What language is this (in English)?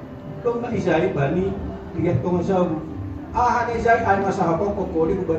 Batak Simalungun